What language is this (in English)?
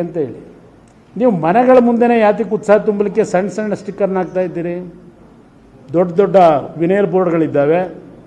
Kannada